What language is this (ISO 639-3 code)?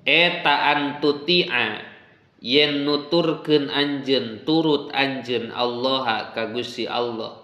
sun